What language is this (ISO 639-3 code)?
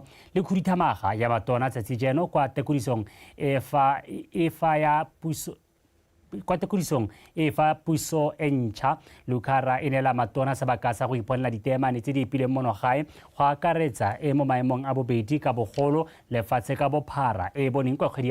tsn